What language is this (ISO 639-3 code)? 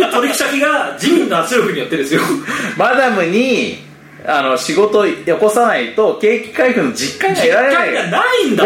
jpn